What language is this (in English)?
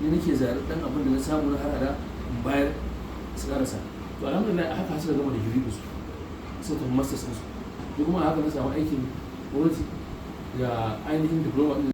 Hausa